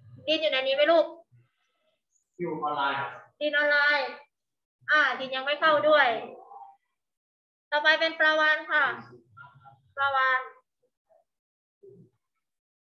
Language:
Thai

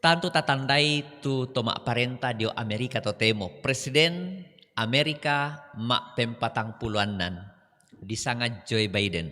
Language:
Toraja-Sa'dan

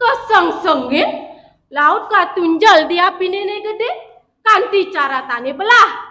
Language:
Balinese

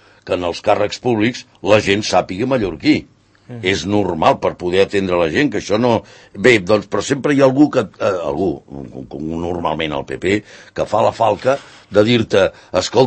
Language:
Catalan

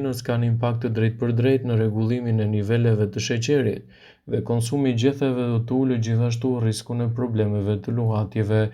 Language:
Albanian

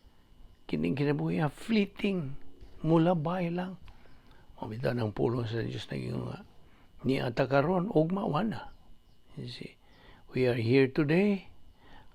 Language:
Cebuano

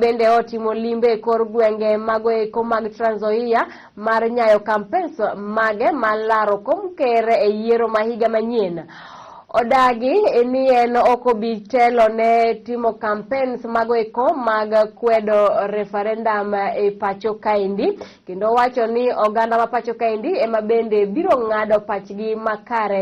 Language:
Luo (Kenya and Tanzania)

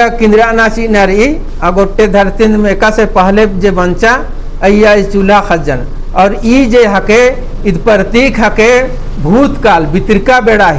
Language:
Kurukh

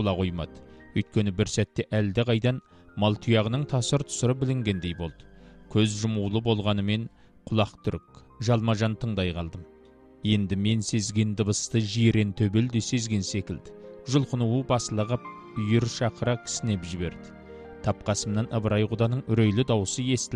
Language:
Kazakh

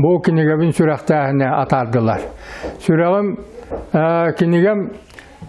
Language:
Yakut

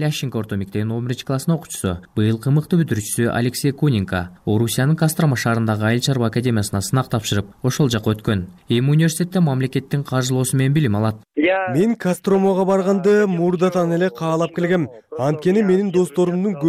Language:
Kyrgyz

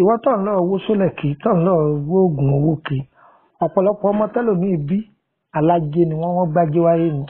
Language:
Yoruba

